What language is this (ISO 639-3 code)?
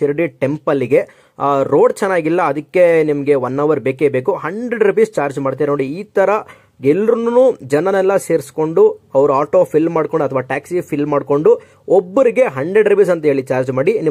kan